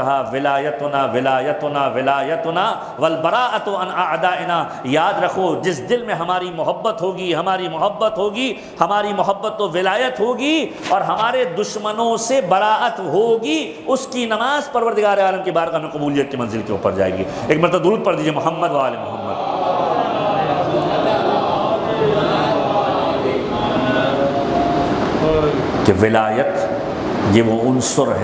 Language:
Urdu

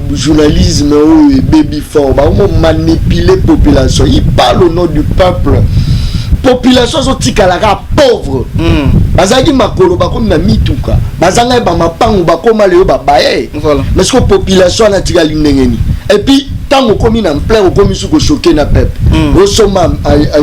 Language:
Lingala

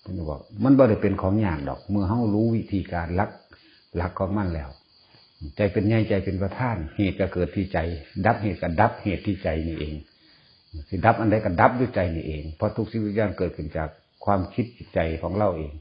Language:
Northeastern Thai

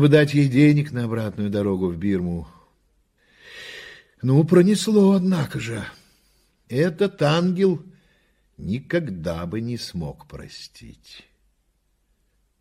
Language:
Russian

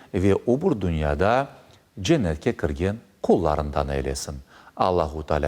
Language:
Crimean Tatar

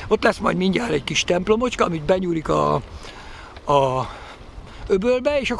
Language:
Hungarian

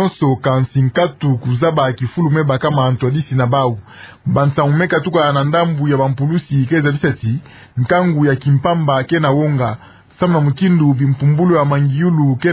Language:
Kituba (Democratic Republic of Congo)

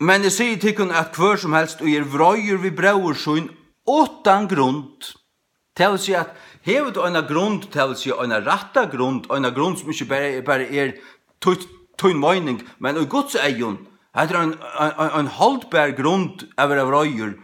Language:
Faroese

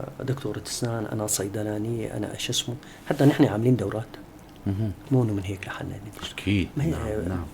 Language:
North Levantine Arabic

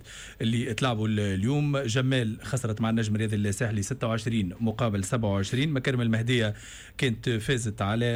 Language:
Tunisian Arabic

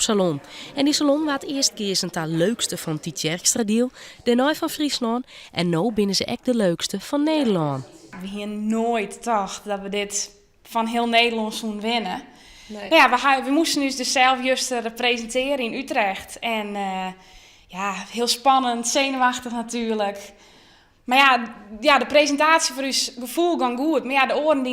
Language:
Western Frisian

